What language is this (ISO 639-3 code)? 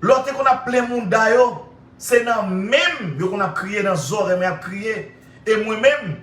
hat